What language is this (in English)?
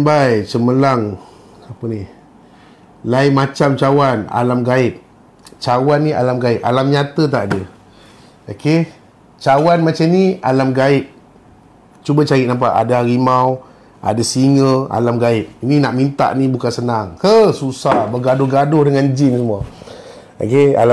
Malay